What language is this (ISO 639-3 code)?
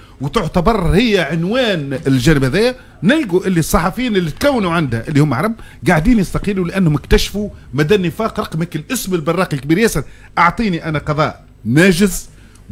aeb